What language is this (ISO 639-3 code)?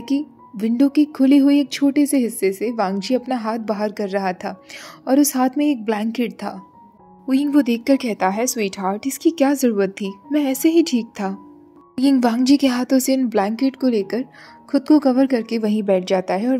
hin